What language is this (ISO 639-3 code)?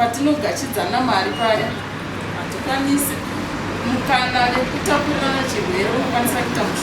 sna